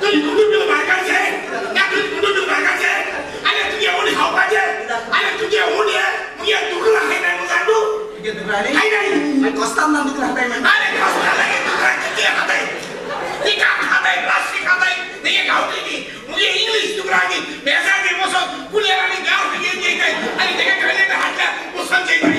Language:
Konkani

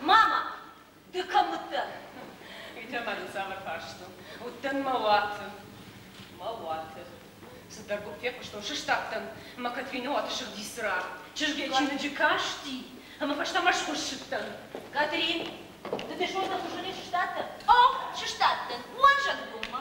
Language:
Ossetic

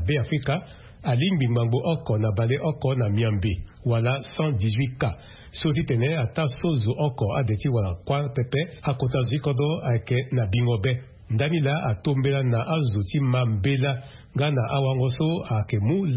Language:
Sango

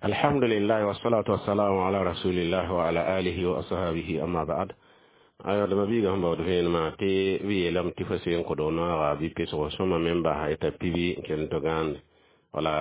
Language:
Mossi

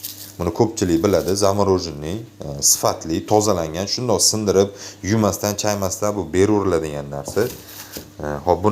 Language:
Uzbek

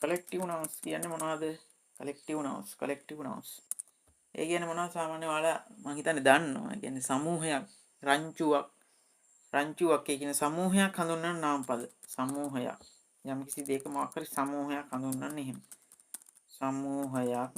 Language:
Sinhala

